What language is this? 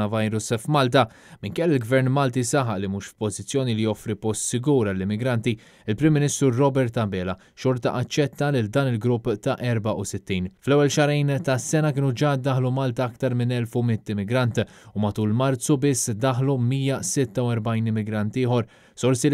Maltese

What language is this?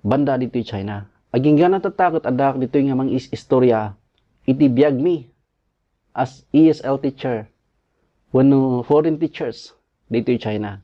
Iloko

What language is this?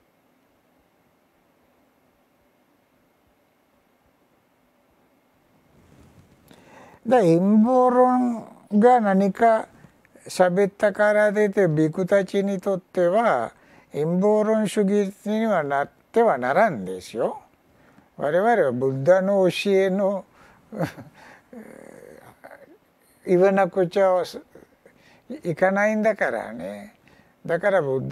Japanese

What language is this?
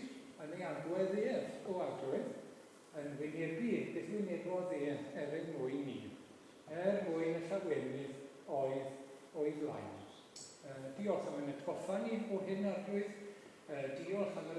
Welsh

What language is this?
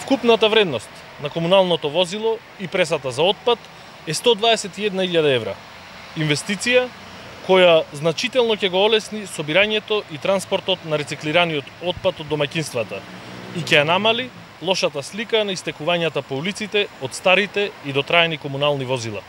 Macedonian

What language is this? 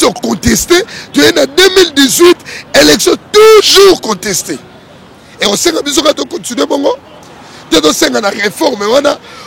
Lingala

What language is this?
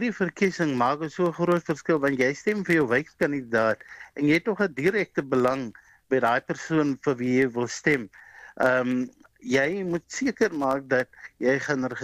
Afrikaans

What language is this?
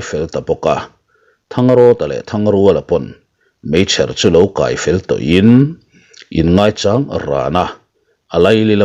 Mizo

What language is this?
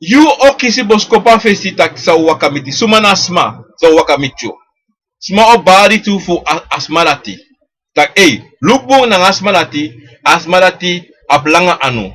Sranan Tongo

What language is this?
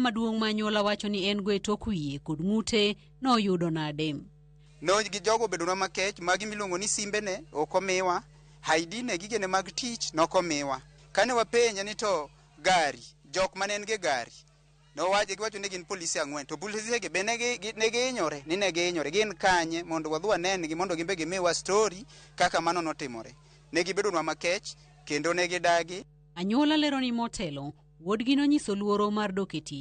Luo (Kenya and Tanzania)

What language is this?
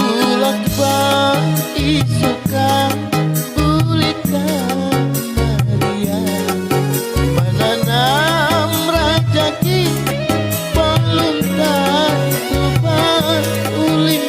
Banjar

